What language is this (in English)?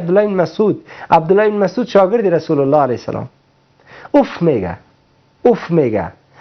Persian